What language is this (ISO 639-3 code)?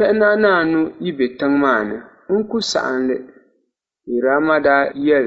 dag